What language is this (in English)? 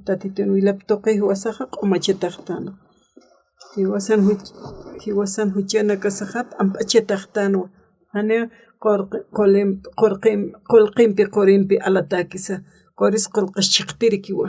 Aymara